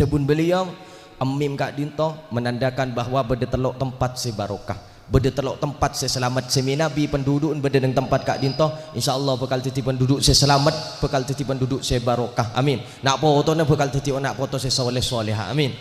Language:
Madurese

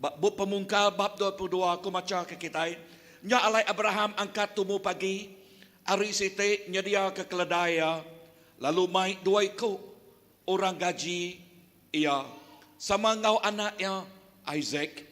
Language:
Iban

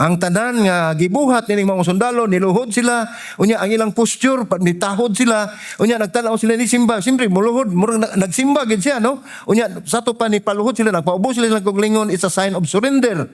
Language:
Cebuano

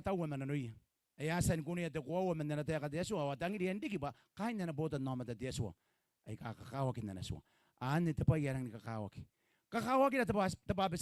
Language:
Gilbertese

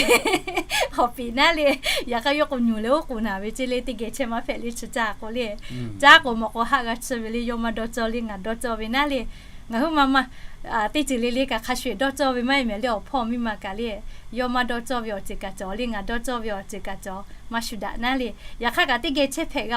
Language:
Lahu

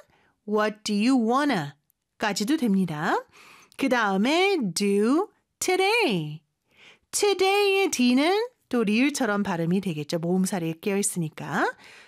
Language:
Korean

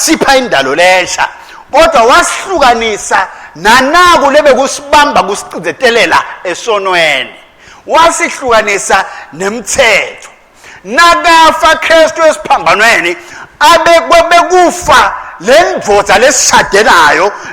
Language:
Swati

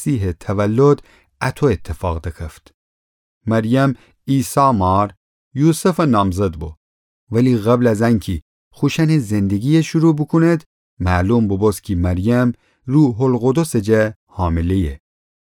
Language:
Gilaki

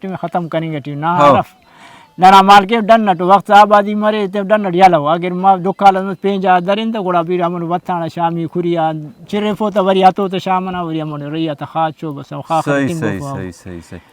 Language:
Brahui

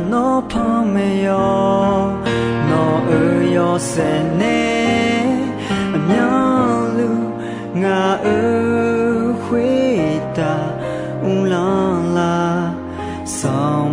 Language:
Akha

